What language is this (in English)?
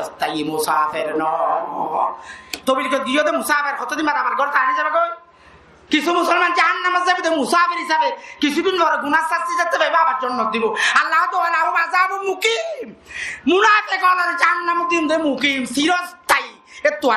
Rohingya